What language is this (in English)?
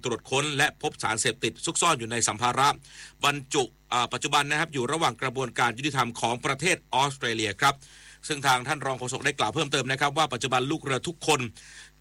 Thai